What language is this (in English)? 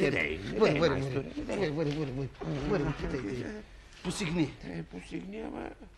Bulgarian